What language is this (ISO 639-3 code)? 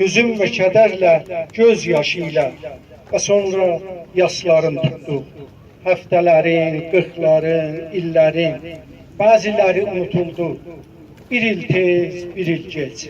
azb